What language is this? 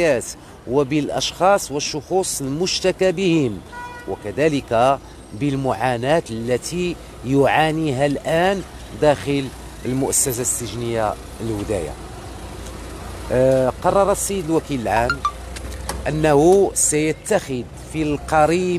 Moroccan Arabic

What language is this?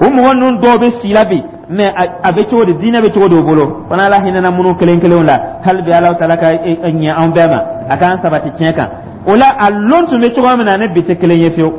Dyula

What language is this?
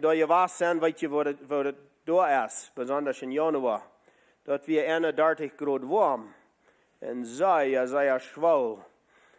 Plautdietsch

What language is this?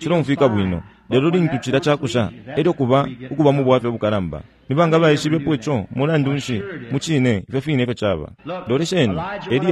Bemba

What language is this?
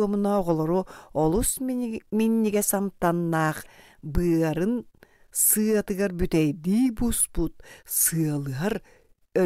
Yakut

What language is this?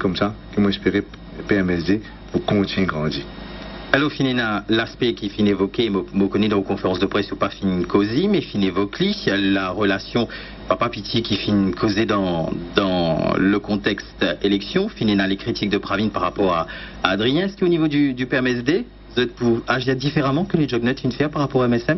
Morisyen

